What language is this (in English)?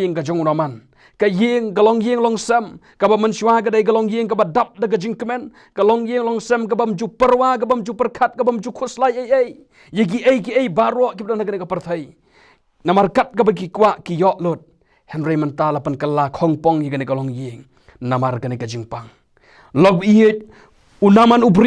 Khasi